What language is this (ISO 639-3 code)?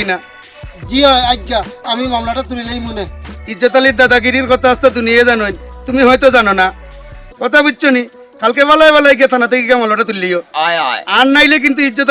syl